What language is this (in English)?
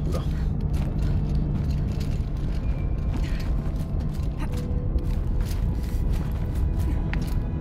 Hungarian